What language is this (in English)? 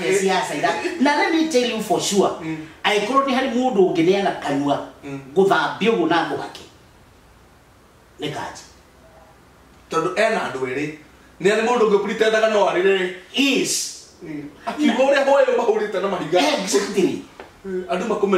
Kikuyu